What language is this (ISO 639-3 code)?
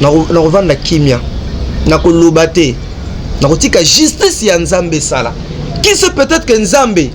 lin